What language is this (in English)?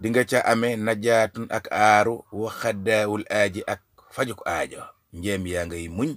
Wolof